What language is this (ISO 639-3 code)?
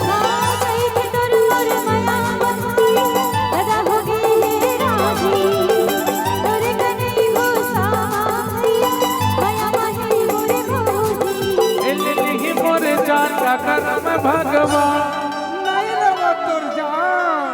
hne